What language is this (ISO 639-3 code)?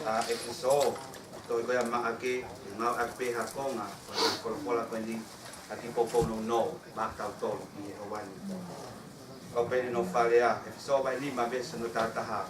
ton